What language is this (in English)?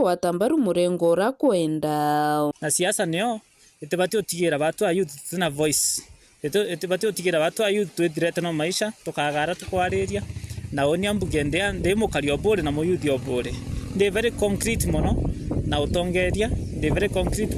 Meru